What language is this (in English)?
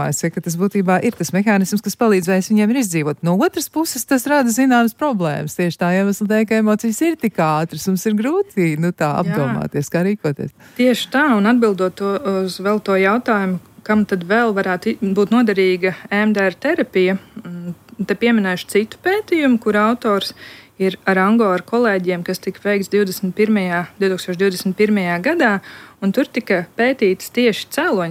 Latvian